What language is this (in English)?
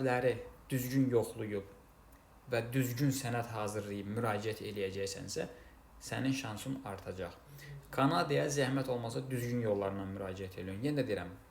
Azerbaijani